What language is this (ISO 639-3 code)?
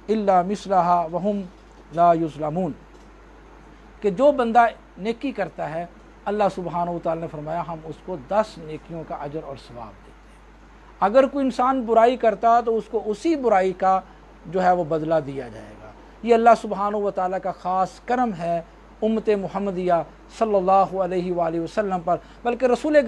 urd